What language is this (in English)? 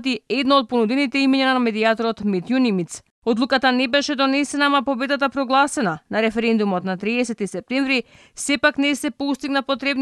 Macedonian